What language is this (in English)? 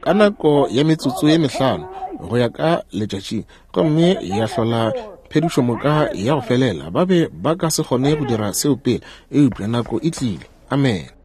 Northern Sotho